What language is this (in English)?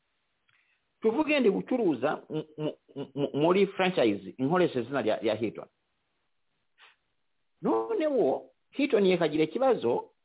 Kinyarwanda